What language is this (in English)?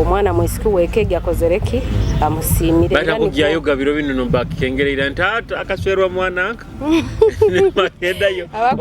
Nyoro